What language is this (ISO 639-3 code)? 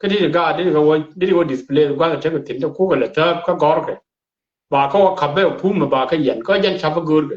nus